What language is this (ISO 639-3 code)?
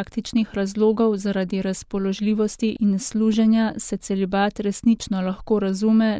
slv